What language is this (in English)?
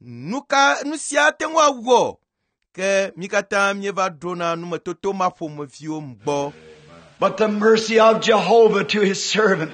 Ewe